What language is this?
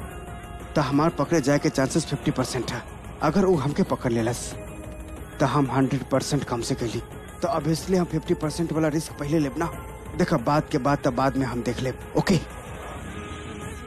Bhojpuri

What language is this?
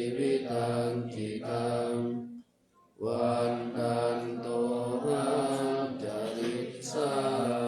Pali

